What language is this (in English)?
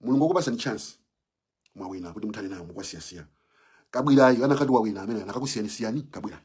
Nyanja